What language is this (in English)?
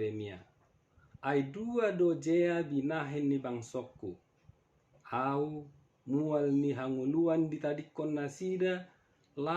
Batak Toba